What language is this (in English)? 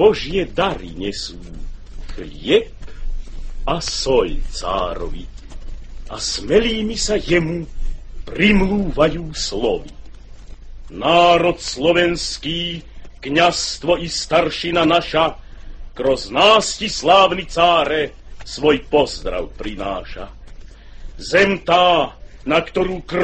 Slovak